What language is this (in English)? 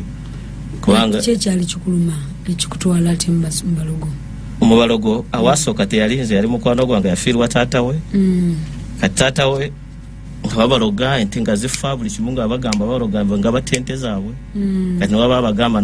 Ganda